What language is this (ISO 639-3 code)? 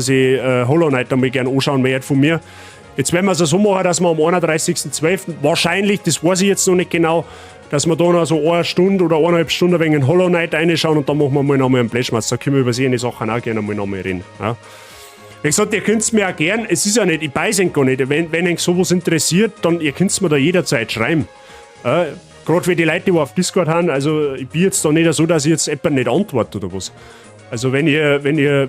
bar